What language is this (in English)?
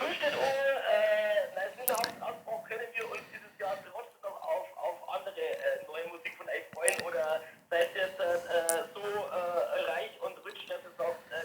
Bavarian